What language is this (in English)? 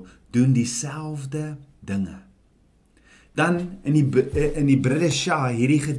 Afrikaans